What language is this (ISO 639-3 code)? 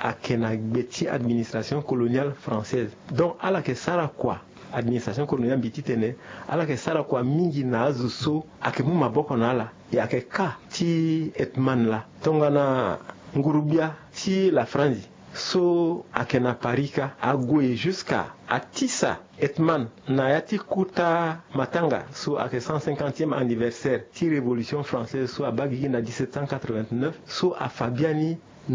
sag